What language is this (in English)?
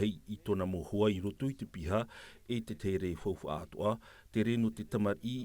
Tahitian